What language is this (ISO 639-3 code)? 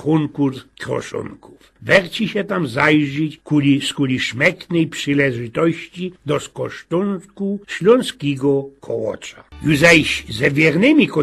szl